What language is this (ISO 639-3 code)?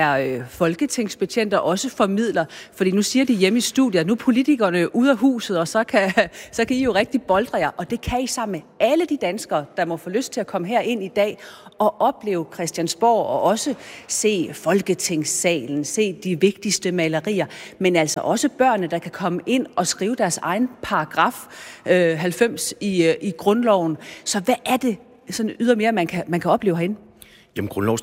dan